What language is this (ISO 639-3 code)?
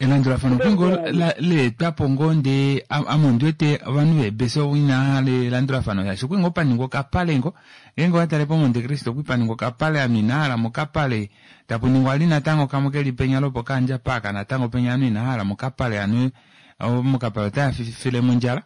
kua